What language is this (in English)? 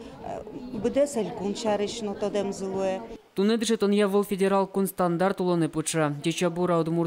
Udmurt